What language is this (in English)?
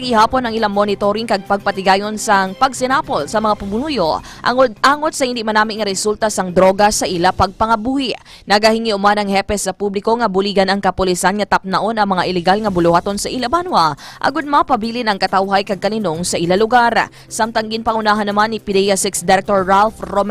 Hiligaynon